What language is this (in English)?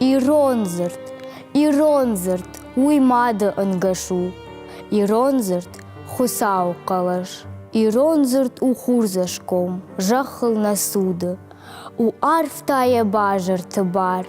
Ossetic